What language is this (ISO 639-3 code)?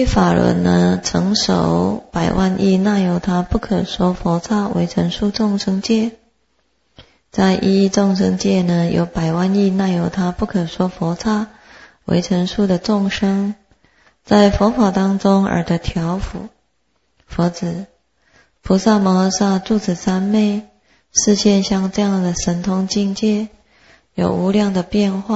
zho